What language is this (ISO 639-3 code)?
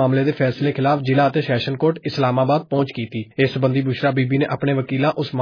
pan